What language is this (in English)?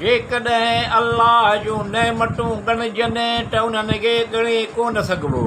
Sindhi